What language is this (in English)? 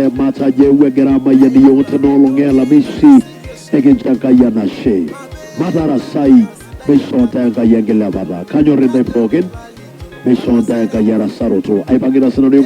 Masai